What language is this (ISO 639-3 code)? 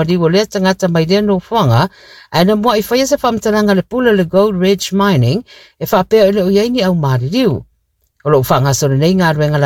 smo